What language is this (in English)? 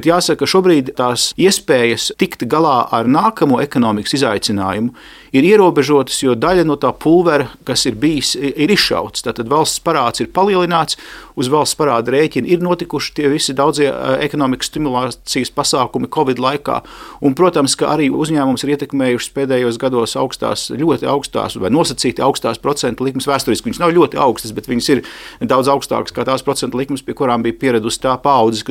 Latvian